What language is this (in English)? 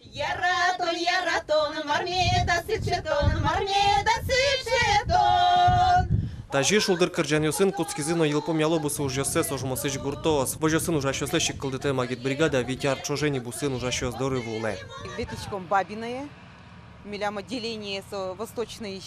Udmurt